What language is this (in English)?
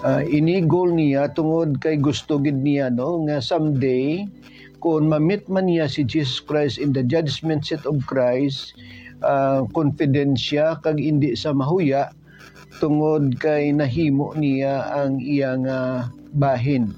Hiligaynon